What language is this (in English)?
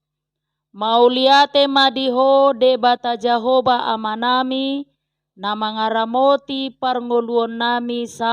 Batak Toba